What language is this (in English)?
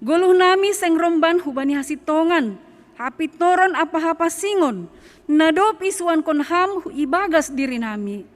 Batak Simalungun